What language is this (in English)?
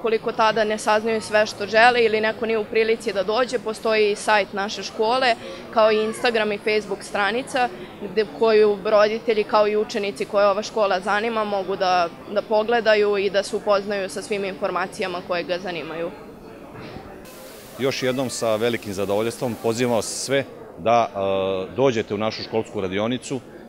Serbian